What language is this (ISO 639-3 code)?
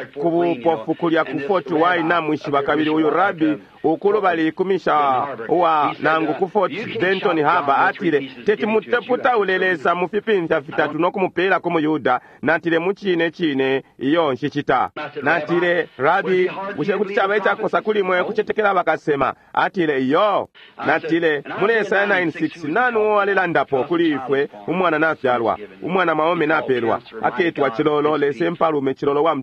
bem